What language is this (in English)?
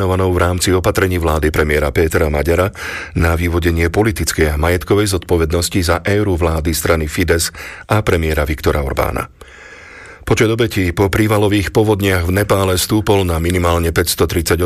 Slovak